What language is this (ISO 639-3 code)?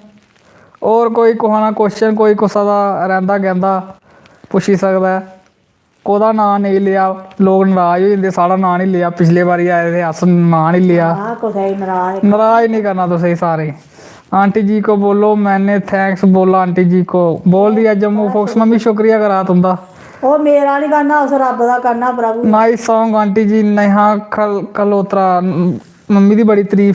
doi